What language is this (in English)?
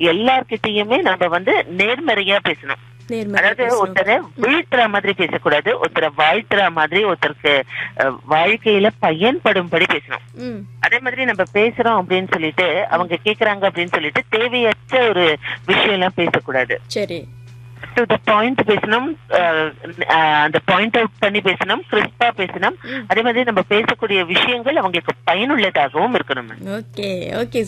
Tamil